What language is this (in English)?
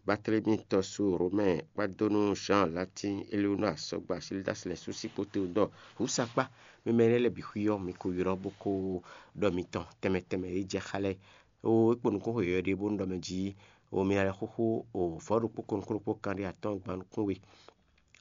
Fon